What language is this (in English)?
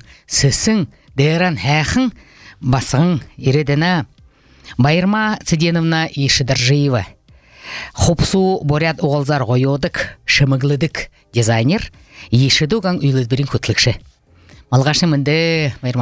Buriat